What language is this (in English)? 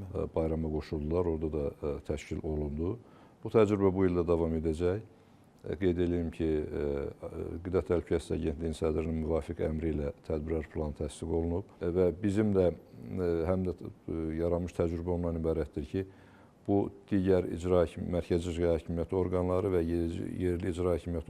Azerbaijani